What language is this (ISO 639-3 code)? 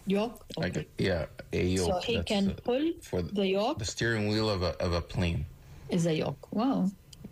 eng